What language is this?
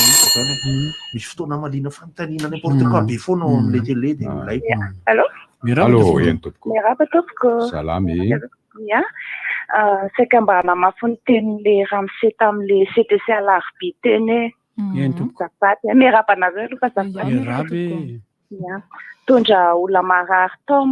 Malagasy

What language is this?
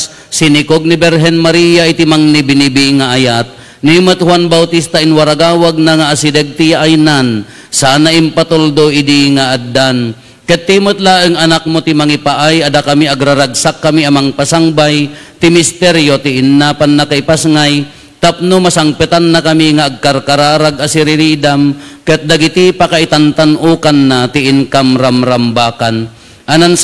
Iloko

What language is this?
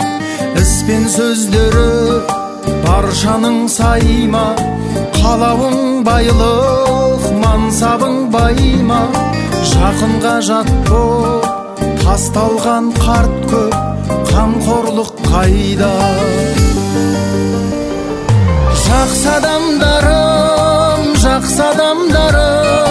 Kazakh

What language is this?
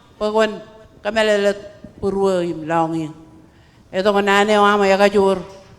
Marshallese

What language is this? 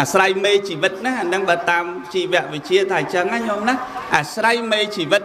Khmer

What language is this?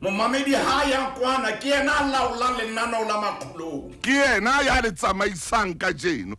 Southern Sotho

